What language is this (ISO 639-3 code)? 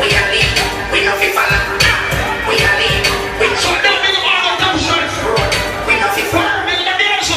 jam